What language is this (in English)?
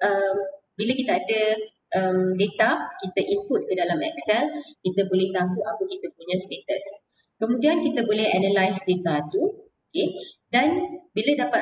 Malay